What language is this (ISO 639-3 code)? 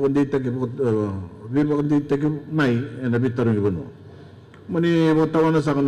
fij